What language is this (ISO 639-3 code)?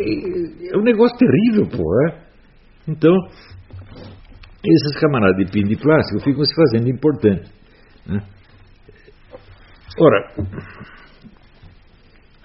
por